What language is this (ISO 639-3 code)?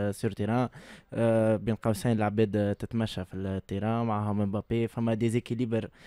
aeb